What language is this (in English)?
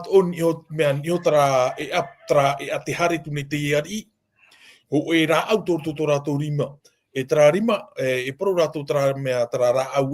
Tahitian